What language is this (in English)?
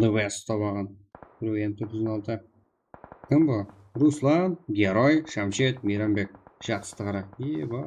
Kara-Kalpak